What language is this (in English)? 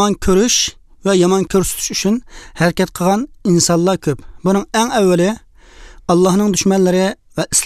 Uyghur